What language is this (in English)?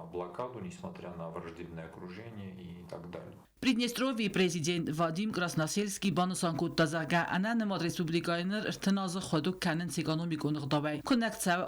Ossetic